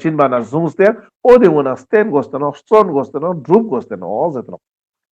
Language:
Ladakhi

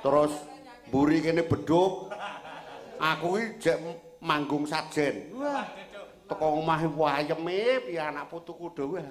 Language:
Javanese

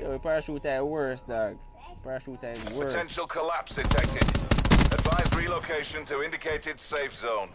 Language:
Jamaican Creole English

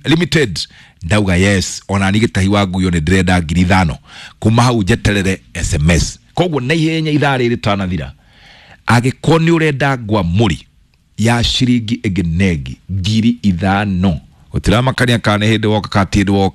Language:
Kikuyu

